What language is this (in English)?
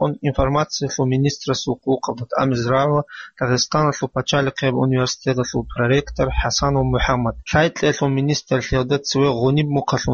Avaric